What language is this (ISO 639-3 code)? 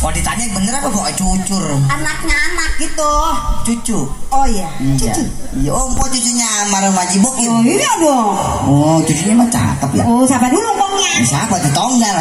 bew